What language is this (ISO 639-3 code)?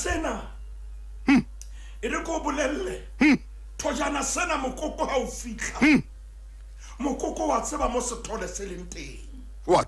sot